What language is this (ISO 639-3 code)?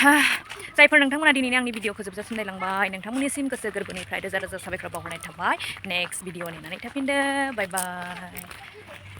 brx